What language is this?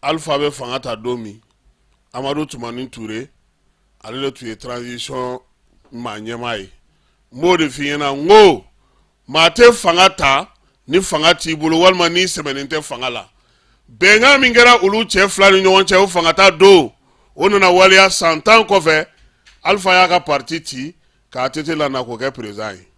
Bambara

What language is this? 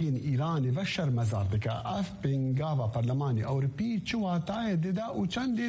Kurdish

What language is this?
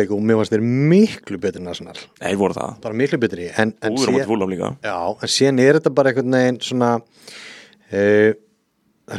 Icelandic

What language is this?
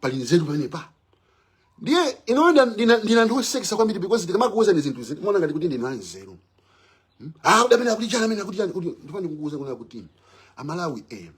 Nyanja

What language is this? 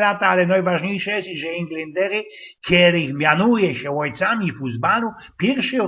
Silesian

